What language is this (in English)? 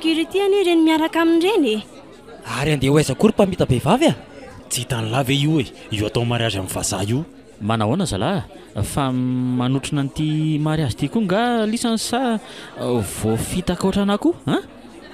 Malagasy